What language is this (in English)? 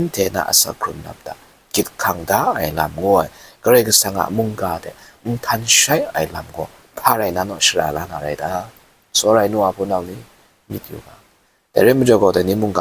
Kachin